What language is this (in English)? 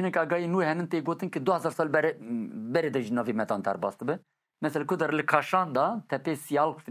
Kurdish